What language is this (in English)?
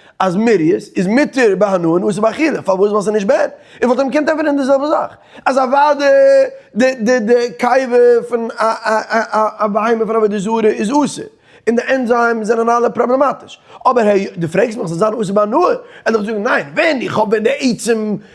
Yiddish